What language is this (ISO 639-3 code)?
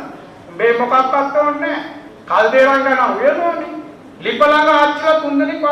sin